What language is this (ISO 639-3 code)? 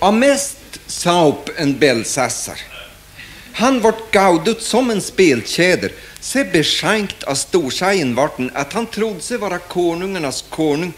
swe